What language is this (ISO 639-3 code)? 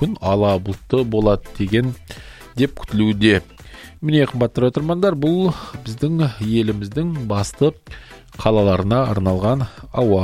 kaz